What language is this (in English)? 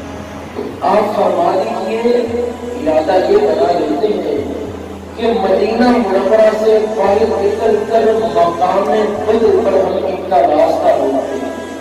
Urdu